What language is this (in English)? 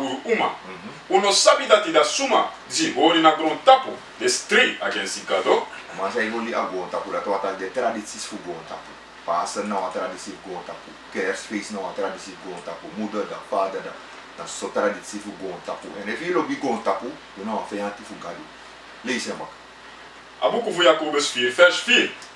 Sranan Tongo